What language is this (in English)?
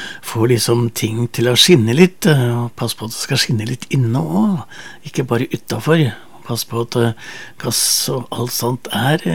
Norwegian